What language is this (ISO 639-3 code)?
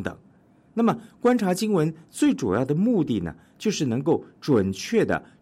zho